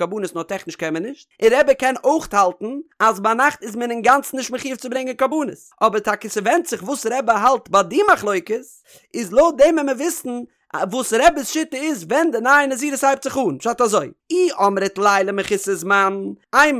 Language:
Yiddish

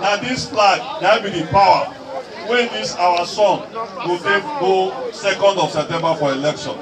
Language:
Nigerian Pidgin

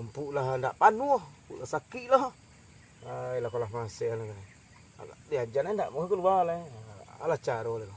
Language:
Minangkabau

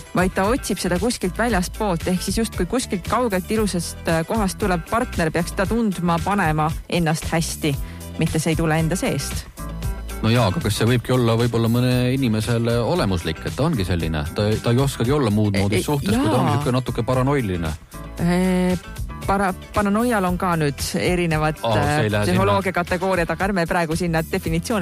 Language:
Estonian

